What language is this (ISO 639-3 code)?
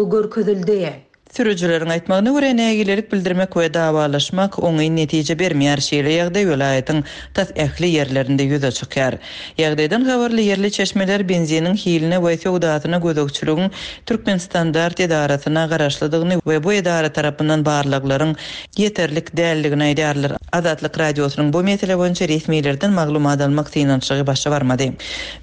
tuk